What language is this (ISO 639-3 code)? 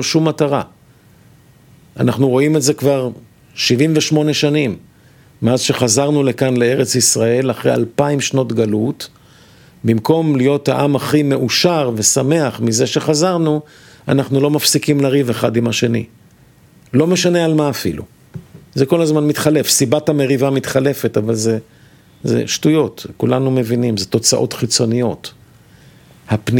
heb